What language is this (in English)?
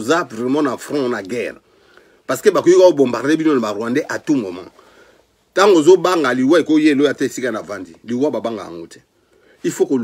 Lingala